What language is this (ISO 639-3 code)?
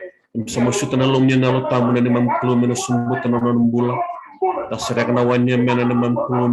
fij